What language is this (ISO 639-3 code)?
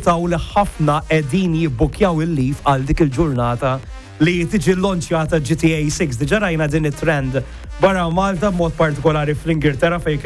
mlt